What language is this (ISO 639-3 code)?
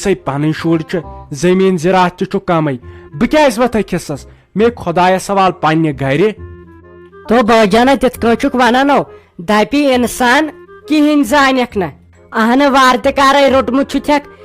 kas